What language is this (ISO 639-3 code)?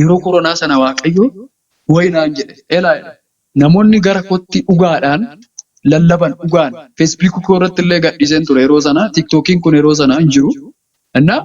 orm